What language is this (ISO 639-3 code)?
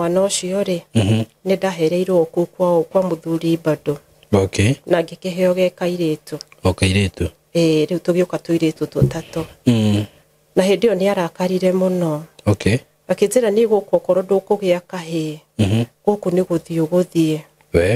kik